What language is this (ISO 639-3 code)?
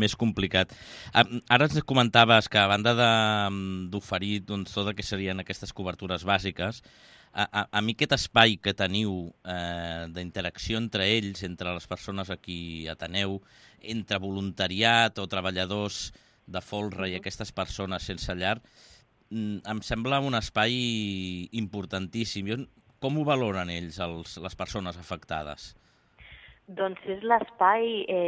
cat